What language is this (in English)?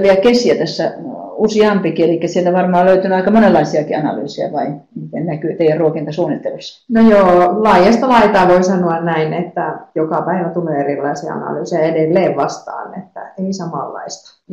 Finnish